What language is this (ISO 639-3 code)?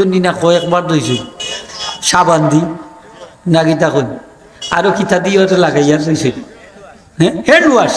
syl